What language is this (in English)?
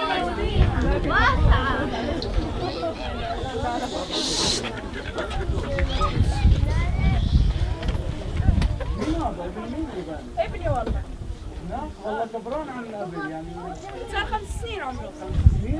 South Levantine Arabic